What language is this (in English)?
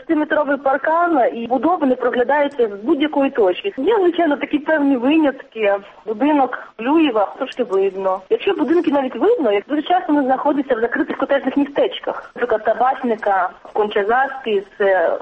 Ukrainian